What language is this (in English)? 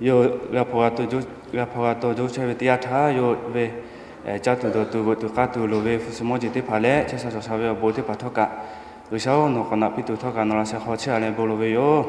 Lahu